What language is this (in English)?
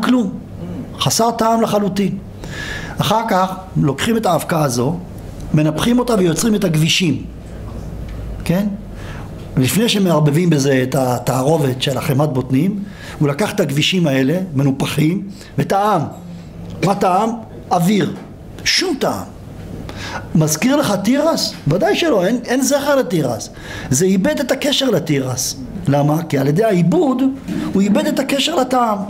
Hebrew